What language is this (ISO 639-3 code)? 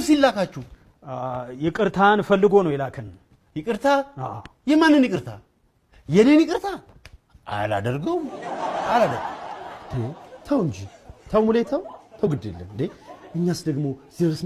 amh